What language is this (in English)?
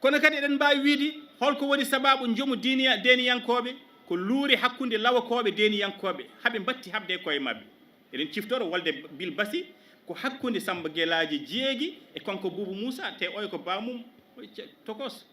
Fula